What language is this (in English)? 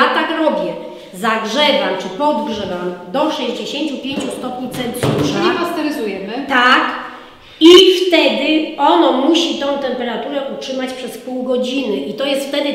Polish